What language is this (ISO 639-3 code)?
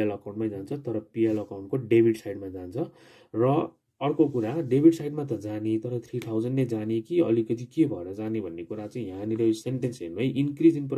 nep